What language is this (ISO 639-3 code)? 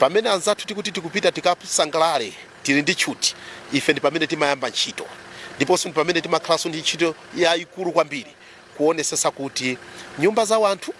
nya